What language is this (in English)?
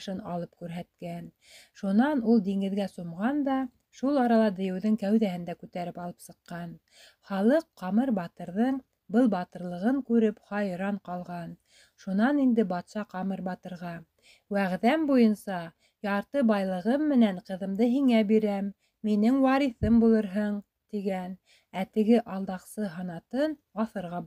Bashkir